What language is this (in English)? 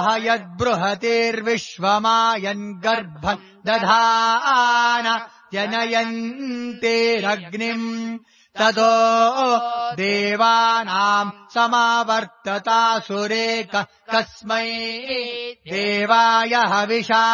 Sanskrit